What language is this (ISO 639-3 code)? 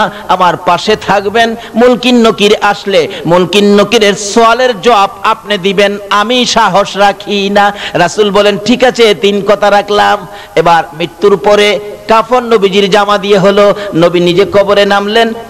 ben